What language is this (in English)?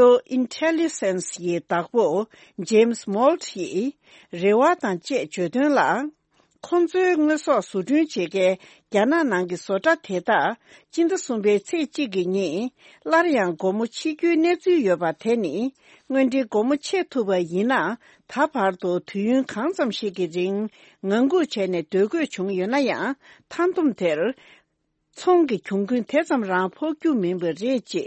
Tibetan